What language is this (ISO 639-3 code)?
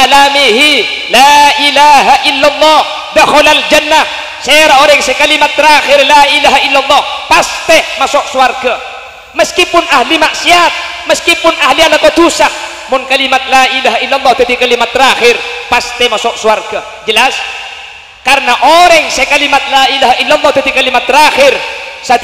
mad